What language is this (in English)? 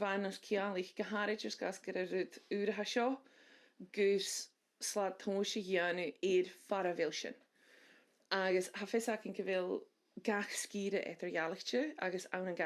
Scottish Gaelic